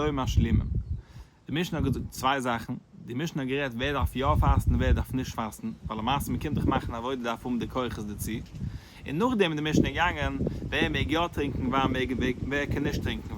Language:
Yiddish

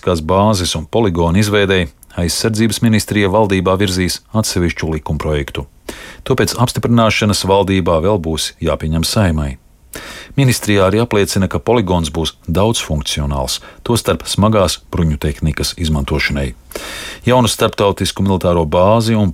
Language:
Latvian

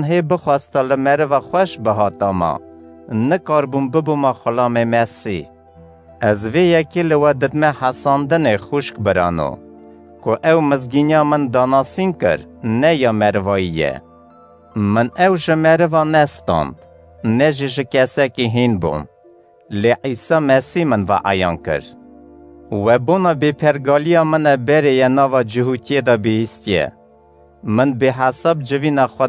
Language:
Kurdish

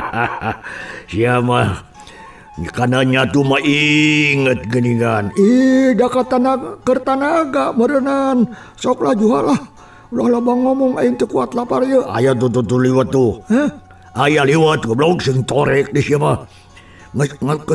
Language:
Sundanese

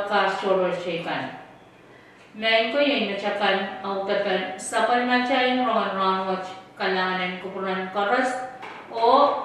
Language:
Pohnpeian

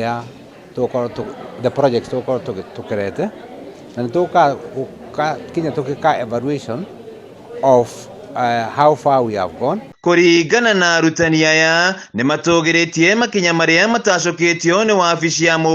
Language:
Kikuyu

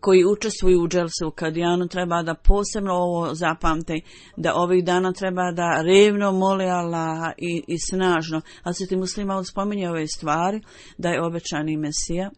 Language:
Bosnian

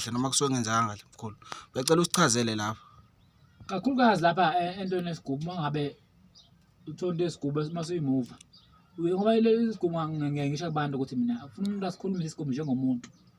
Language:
Zulu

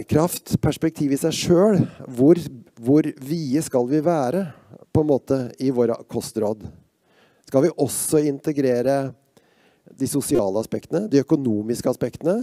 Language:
Norwegian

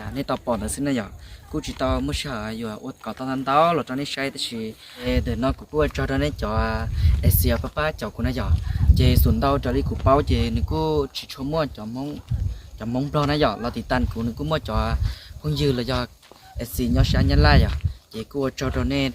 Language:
Hmong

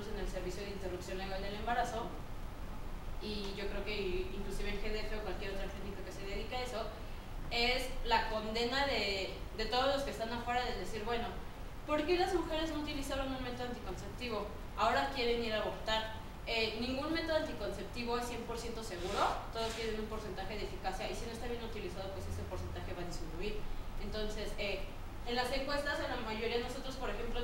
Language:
Spanish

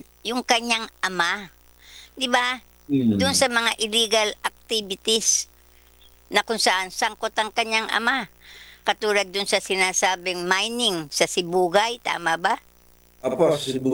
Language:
Filipino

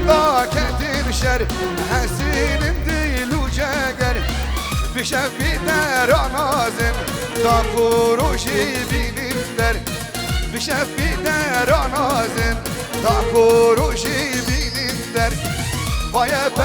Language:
Kurdish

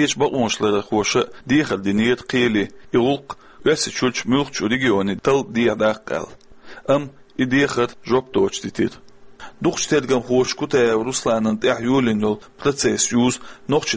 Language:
Chechen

